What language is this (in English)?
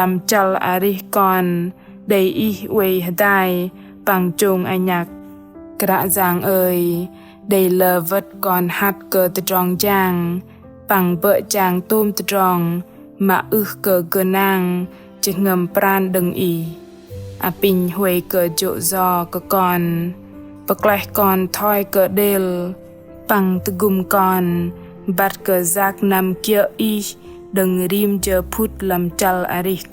Bahnar